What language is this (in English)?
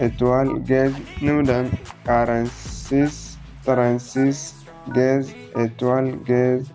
Zarma